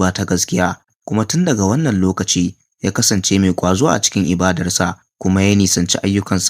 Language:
Hausa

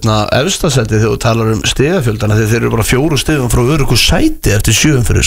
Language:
Icelandic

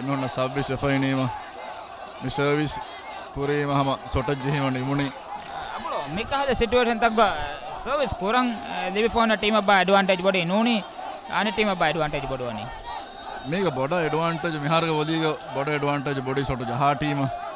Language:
Divehi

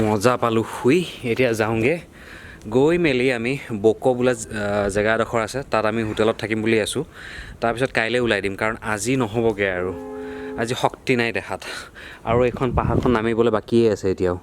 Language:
Assamese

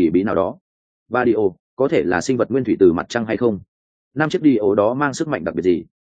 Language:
Vietnamese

